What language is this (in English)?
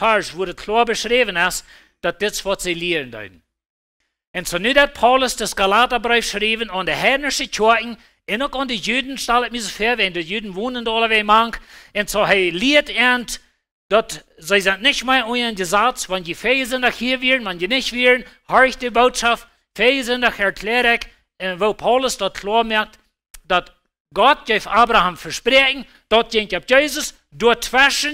Plautdietsch